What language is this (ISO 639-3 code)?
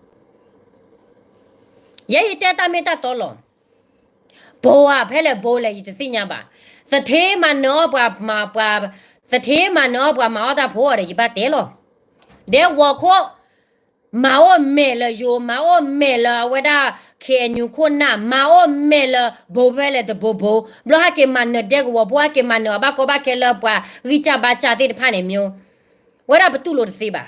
ksw